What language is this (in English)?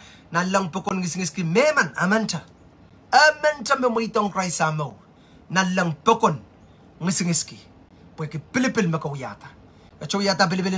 Pohnpeian